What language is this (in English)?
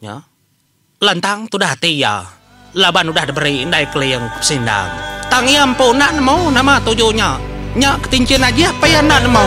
Iban